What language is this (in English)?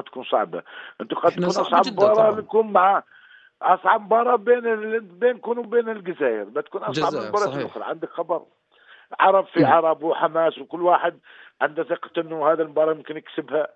North Levantine Arabic